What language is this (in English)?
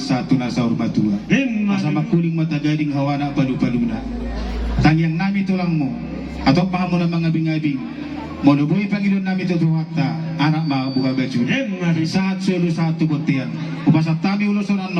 Batak Toba